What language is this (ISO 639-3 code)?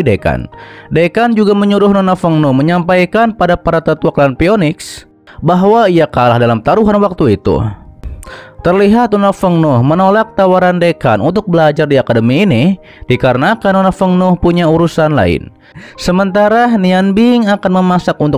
ind